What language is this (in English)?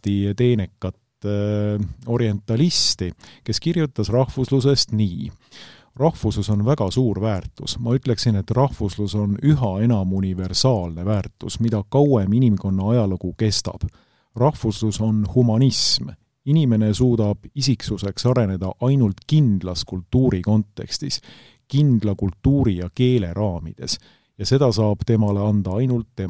Estonian